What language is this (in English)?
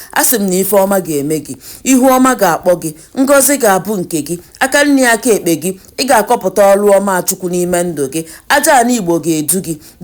Igbo